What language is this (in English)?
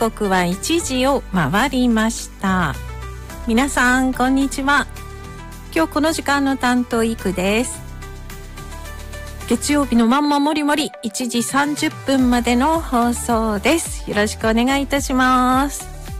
Japanese